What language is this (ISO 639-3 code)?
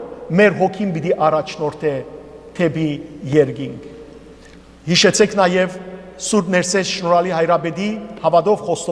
hyw